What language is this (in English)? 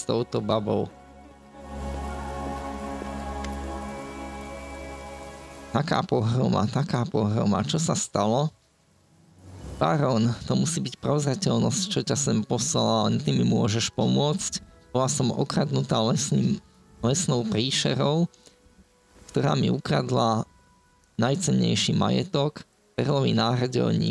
Slovak